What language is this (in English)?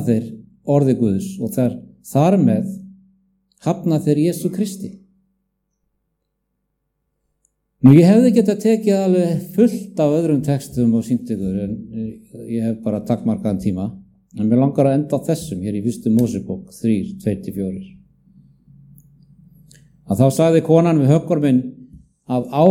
Icelandic